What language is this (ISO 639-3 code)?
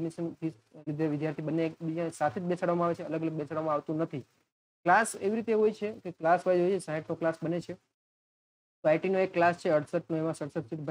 guj